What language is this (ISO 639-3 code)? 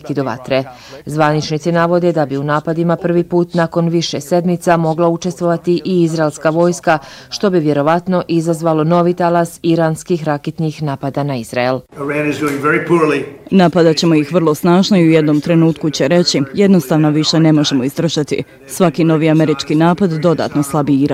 bos